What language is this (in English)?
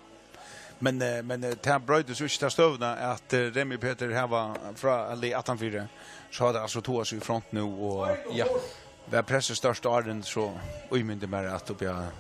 Faroese